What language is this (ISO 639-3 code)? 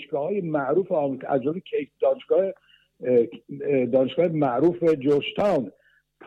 fas